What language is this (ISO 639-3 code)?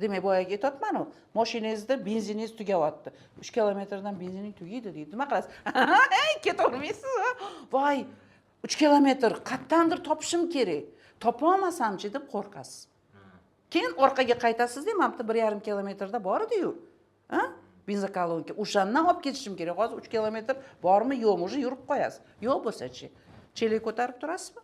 uzb